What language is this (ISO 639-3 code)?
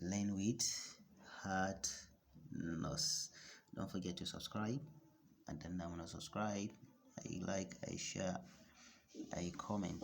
hau